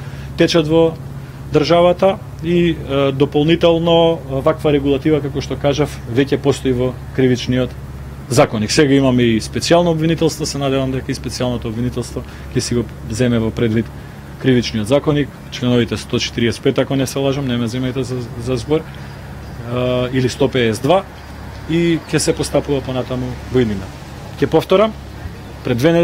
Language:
Macedonian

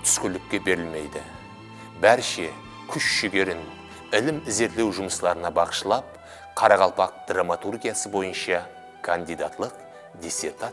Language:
Kara-Kalpak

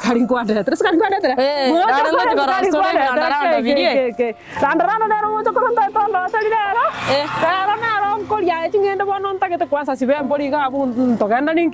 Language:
Gusii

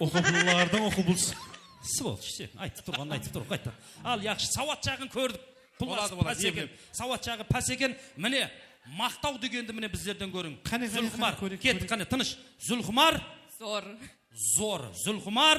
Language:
Kara-Kalpak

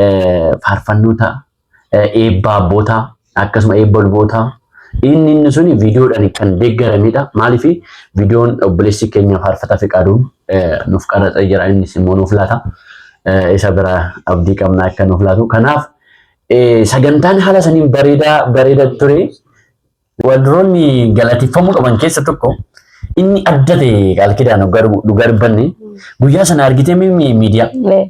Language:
Oromo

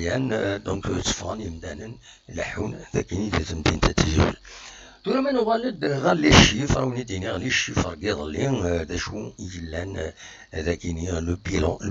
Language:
Kabyle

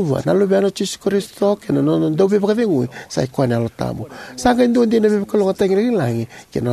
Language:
Fijian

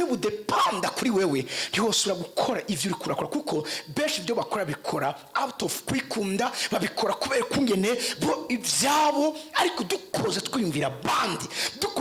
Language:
Rundi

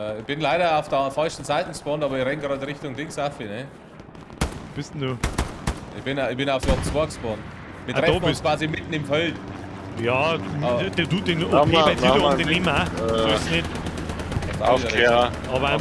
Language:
Bavarian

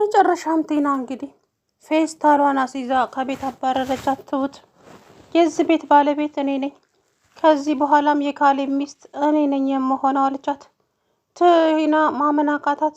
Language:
Amharic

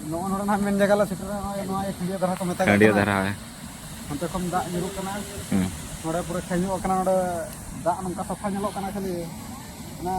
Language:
Santali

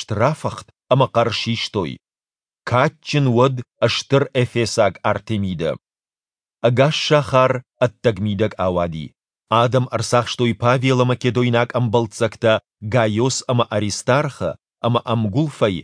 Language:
Ossetic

